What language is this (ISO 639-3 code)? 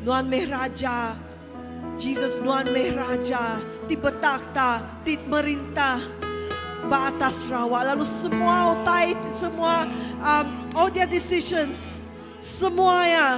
iba